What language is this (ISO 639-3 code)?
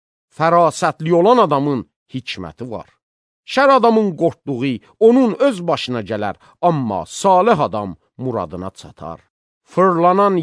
aze